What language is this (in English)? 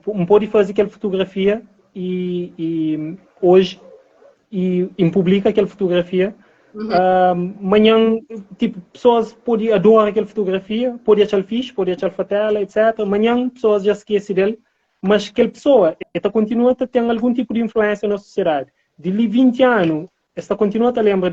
Kabuverdianu